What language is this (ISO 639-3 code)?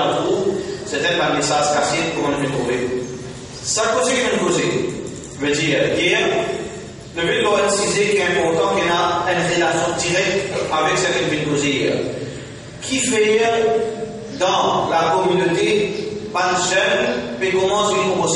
mfe